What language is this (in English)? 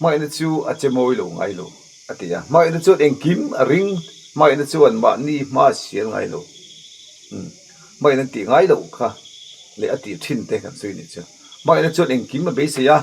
Mizo